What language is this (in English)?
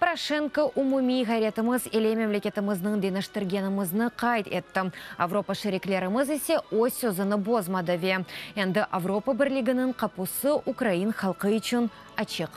Crimean Tatar